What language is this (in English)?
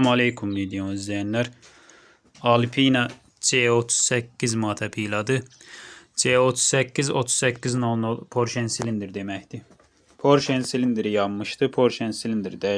Azerbaijani